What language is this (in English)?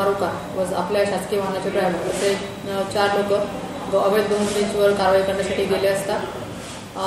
Marathi